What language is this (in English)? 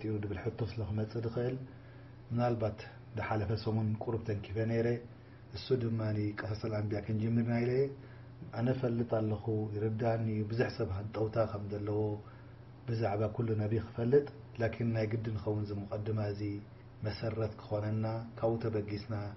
Tigrinya